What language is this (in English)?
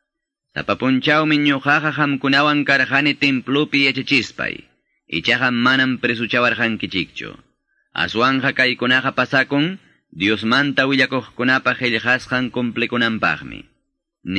Quechua